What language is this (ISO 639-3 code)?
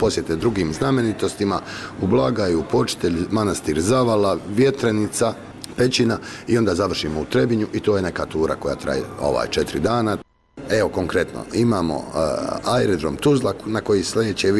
bos